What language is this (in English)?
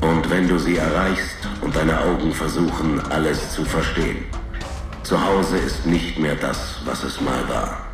Bavarian